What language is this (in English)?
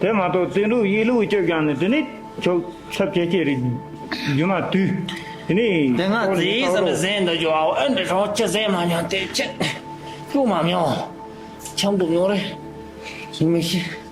Tibetan